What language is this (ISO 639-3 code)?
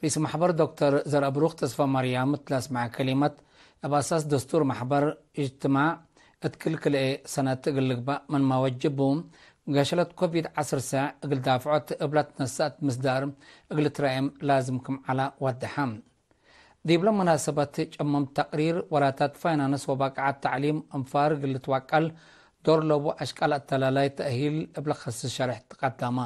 tig